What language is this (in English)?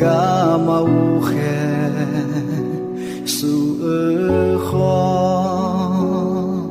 Akha